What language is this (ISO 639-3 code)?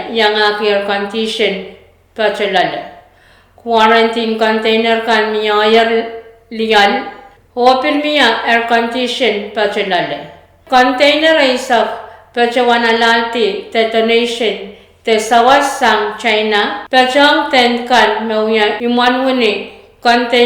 pon